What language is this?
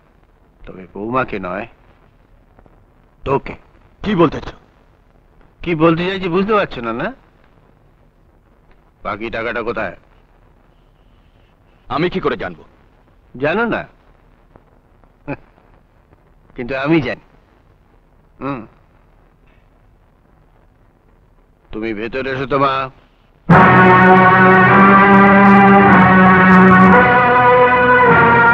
Bangla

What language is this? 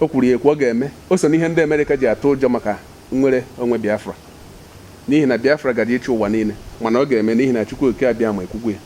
Igbo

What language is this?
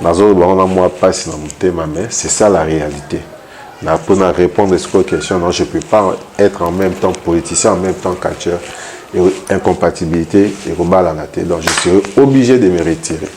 Lingala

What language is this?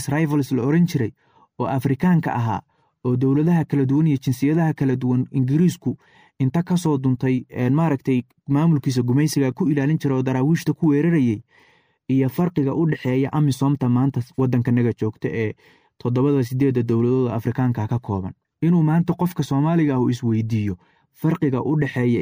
Somali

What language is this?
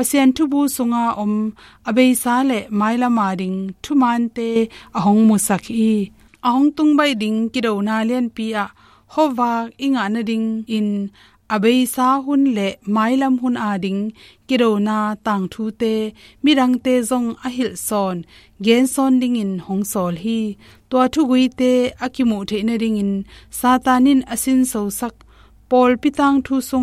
Tedim Chin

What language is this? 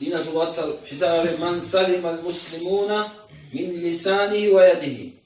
Avaric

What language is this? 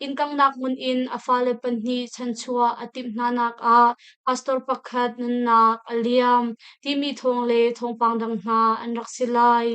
Hakha Chin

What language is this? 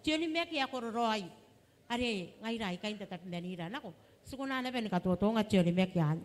Gilbertese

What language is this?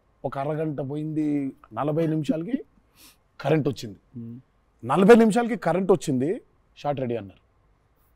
Telugu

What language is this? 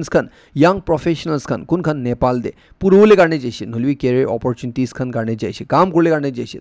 Naga Pidgin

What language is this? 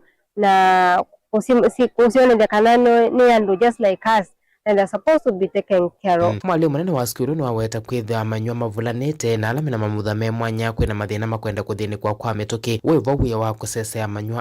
Kamba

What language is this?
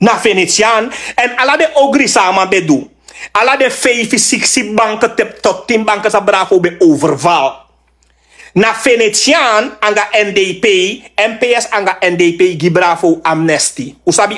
Sranan Tongo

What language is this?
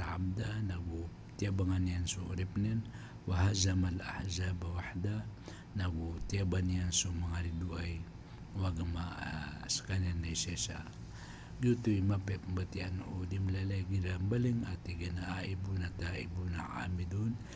Maranao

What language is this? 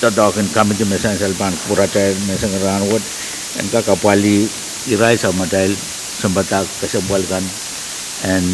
Pohnpeian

